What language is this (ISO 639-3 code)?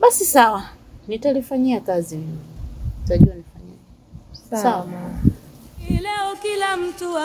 swa